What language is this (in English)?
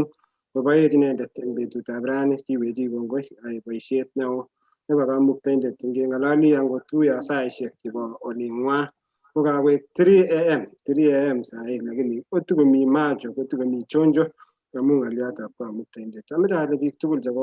Kalenjin